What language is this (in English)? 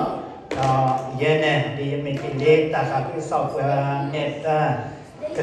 S'gaw Karen